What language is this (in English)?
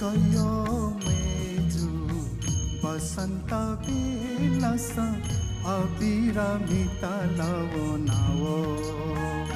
Newari